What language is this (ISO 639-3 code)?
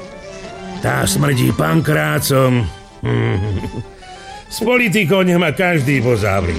slk